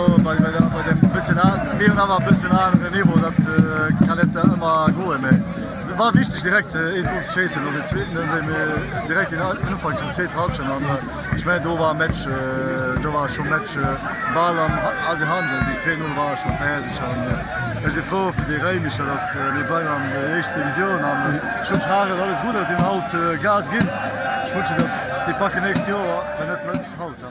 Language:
Luxembourgish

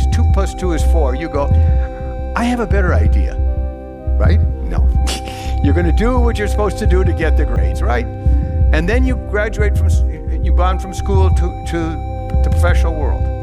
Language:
English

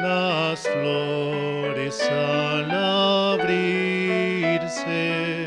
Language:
Aymara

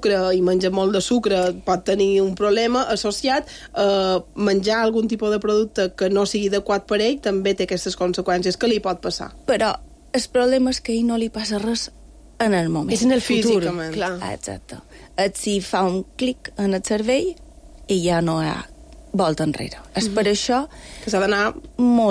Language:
Catalan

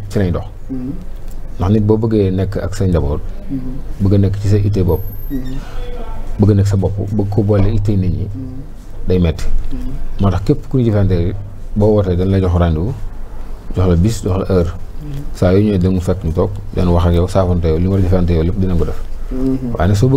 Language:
Wolof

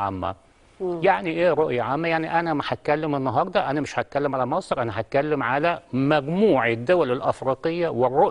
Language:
Egyptian Arabic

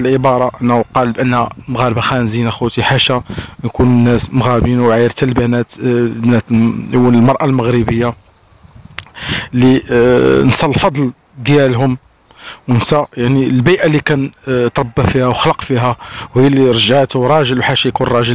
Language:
Moroccan Arabic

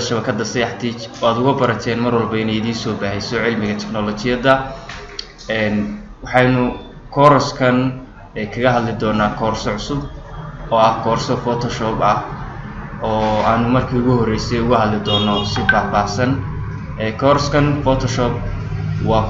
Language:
Somali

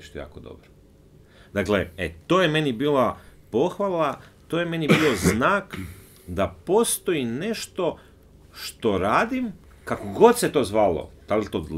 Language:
Croatian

